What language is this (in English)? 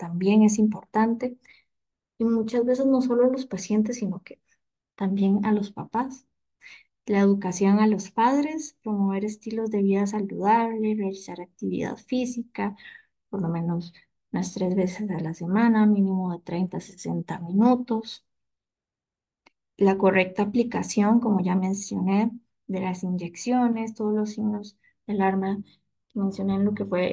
Spanish